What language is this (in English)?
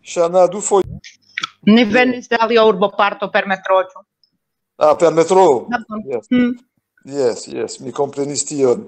Esperanto